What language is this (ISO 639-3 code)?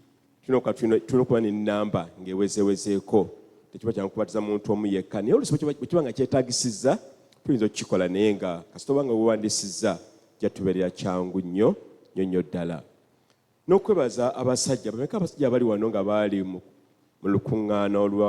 lug